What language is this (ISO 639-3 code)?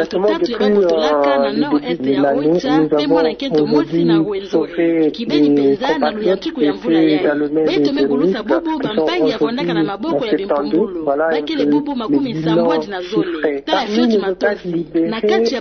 ktu